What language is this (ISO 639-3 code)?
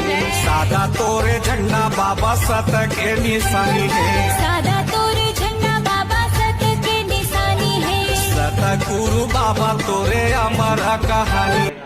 hne